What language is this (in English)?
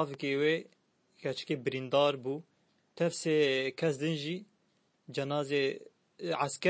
Kurdish